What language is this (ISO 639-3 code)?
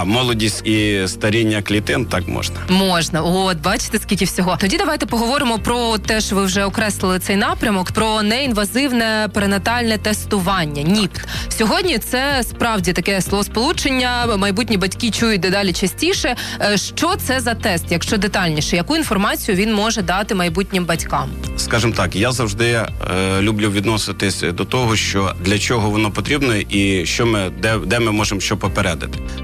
ukr